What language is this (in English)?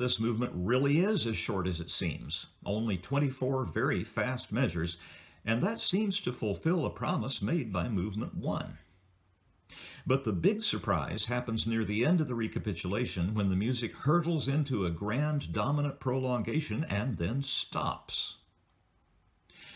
English